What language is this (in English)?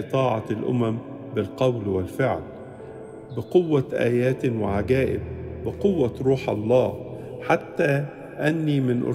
Arabic